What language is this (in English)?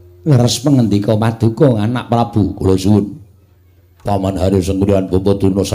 Javanese